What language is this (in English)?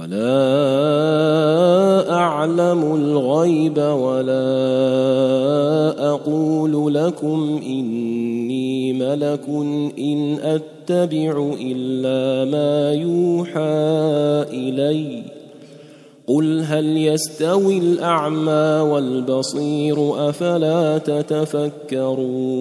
Arabic